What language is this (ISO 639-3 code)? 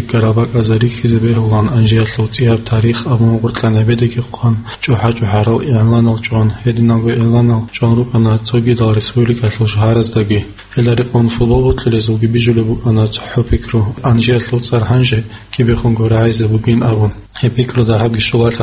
ava